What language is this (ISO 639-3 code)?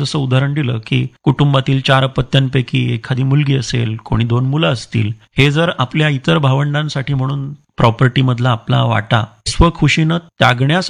mar